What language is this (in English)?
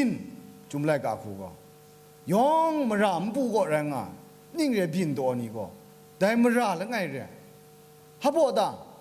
Kachin